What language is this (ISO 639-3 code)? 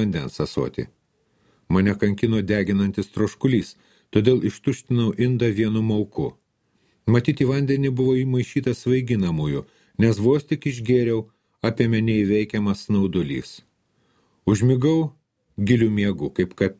lit